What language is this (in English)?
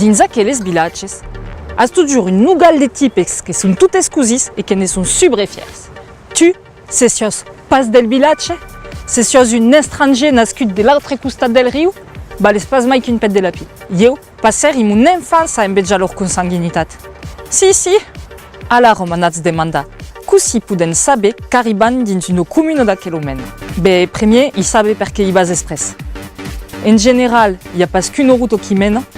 Occitan